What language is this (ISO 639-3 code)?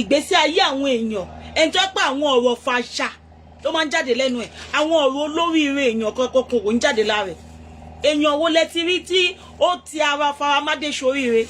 yor